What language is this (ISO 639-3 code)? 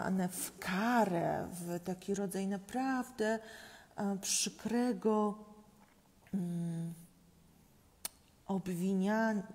pol